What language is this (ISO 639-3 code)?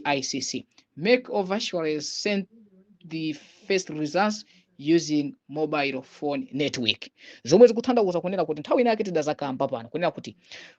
nya